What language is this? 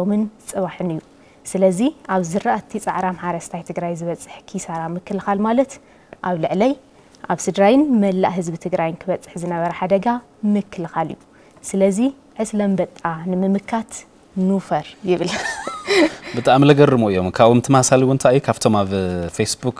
Tigrinya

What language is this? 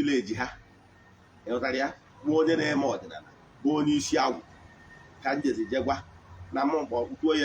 Igbo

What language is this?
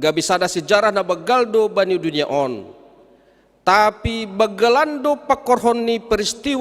Batak Simalungun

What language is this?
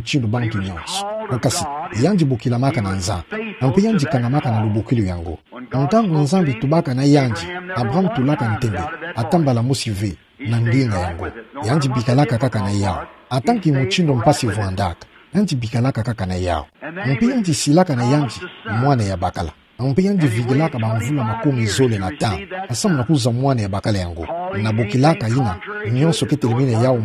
Kituba (Democratic Republic of Congo)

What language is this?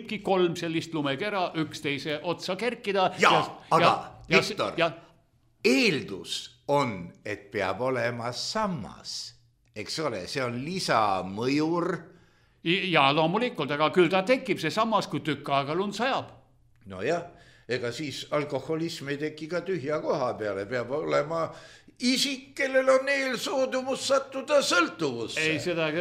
Estonian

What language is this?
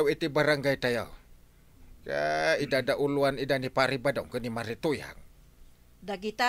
Iloko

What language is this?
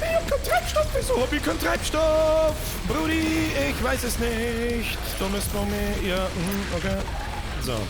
Bavarian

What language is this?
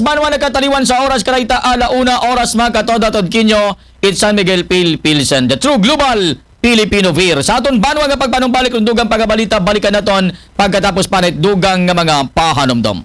Aklanon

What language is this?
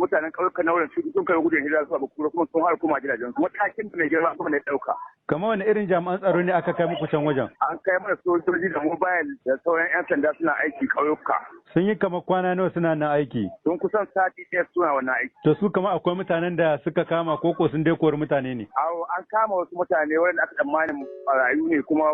Hausa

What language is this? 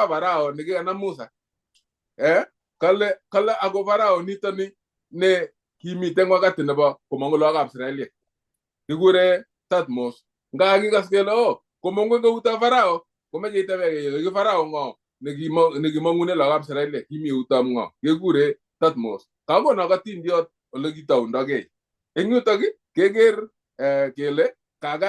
Kalenjin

